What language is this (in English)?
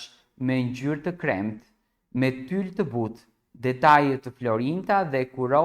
Albanian